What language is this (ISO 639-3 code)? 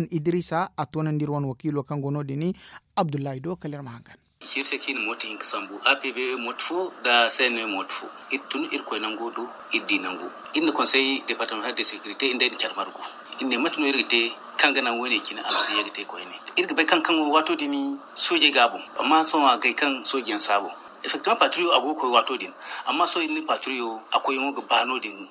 dje